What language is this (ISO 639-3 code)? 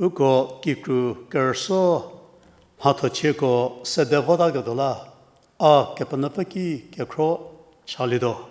njm